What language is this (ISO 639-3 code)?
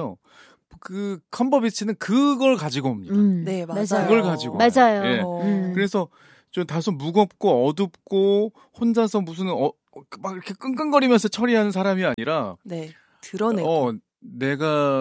kor